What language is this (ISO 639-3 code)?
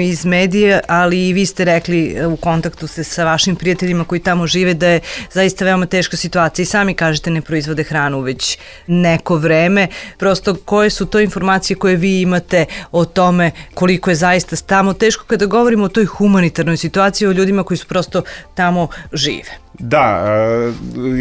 srp